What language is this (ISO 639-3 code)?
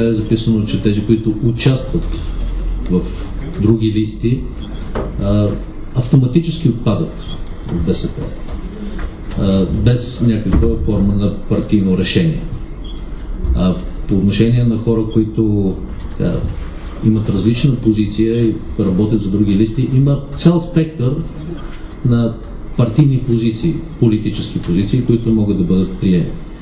bul